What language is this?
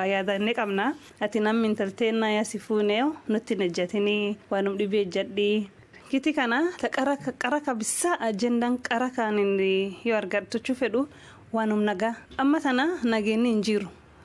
Oromo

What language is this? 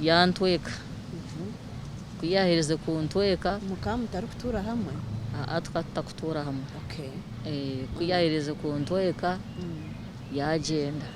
Nyankole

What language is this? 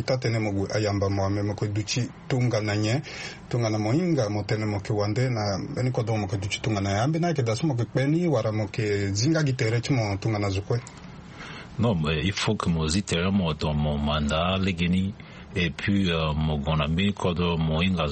Sango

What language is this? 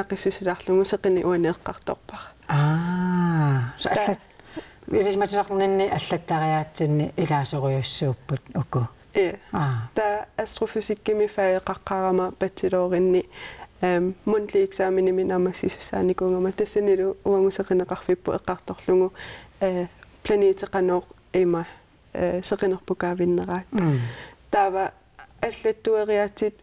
Kalaallisut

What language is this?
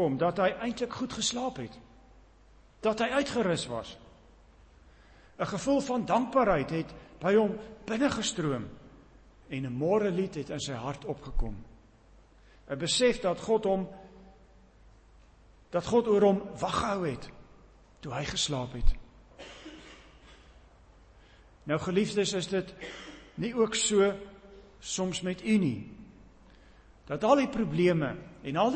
Afrikaans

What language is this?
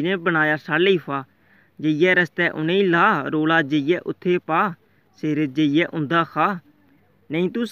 Dogri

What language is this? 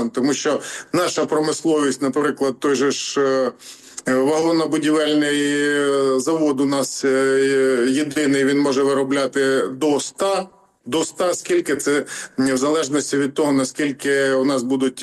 Ukrainian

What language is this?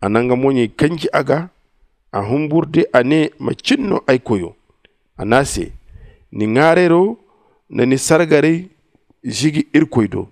Zarma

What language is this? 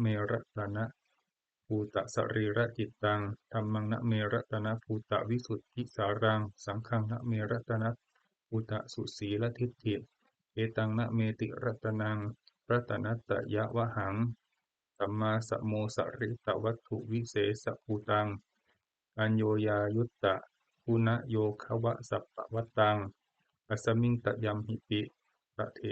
Pali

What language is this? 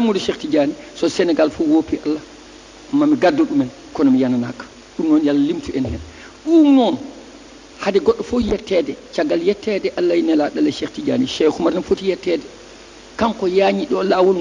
Fula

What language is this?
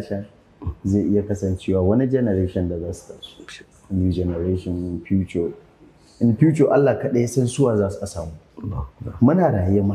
Hausa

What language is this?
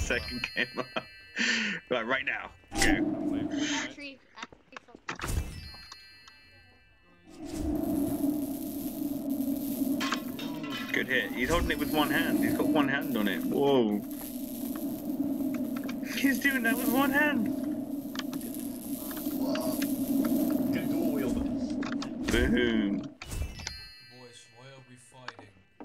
English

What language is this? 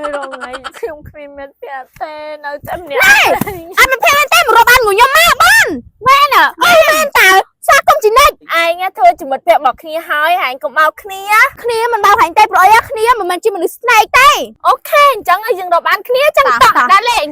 Khmer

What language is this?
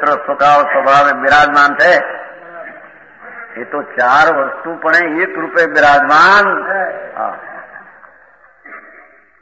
Gujarati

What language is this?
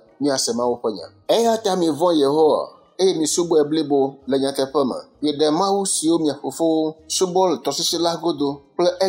Ewe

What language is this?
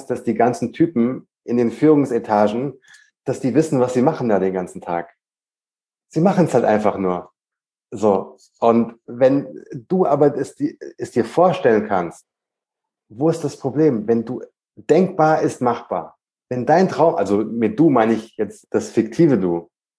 German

